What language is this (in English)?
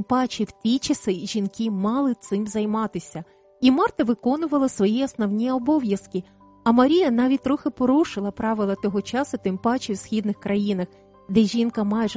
Ukrainian